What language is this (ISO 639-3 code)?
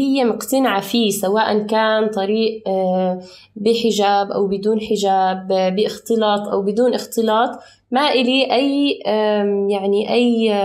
apc